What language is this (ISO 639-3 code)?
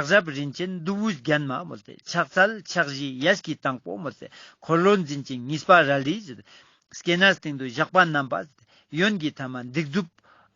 lbj